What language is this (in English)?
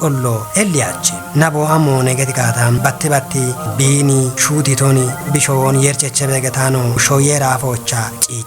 Kafa